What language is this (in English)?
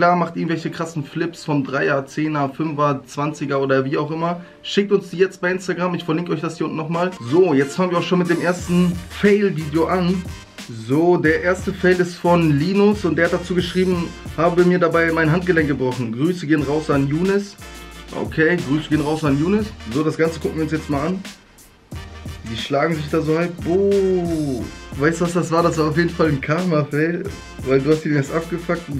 German